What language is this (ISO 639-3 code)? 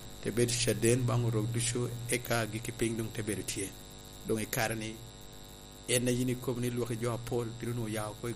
laj